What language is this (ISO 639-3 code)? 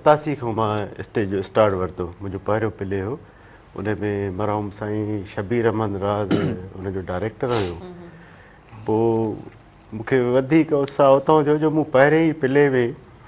snd